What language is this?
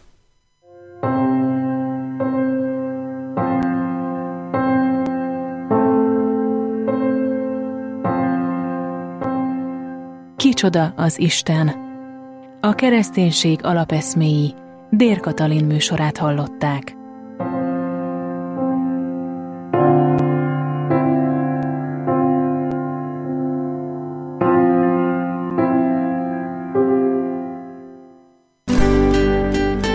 Hungarian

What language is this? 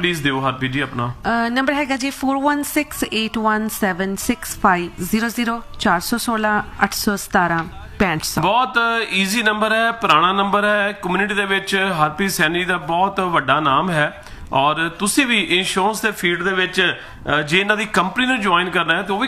Punjabi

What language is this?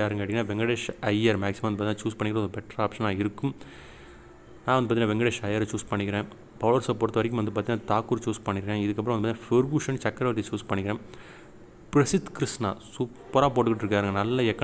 Tamil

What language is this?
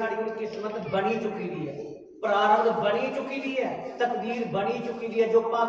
Dogri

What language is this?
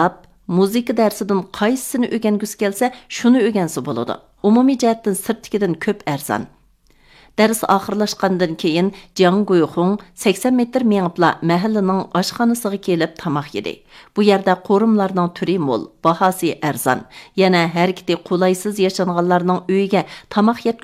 Uyghur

